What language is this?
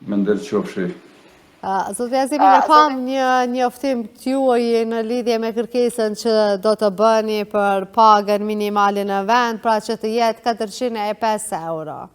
Albanian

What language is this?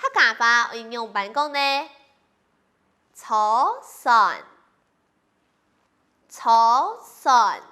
Hakka Chinese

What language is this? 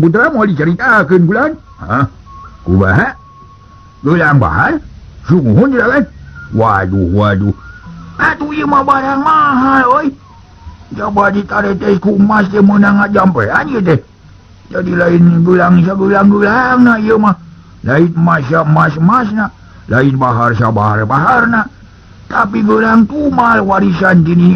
Sundanese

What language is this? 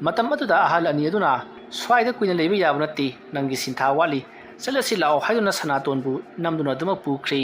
Manipuri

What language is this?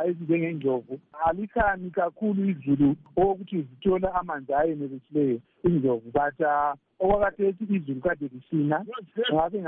North Ndebele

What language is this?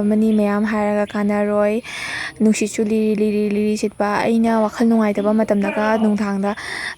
Manipuri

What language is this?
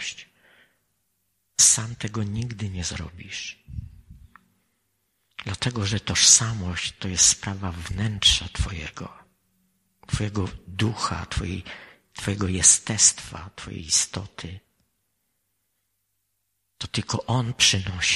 Polish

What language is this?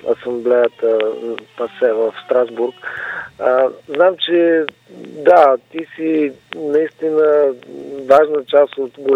Bulgarian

